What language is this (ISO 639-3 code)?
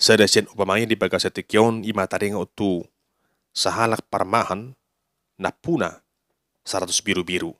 bbc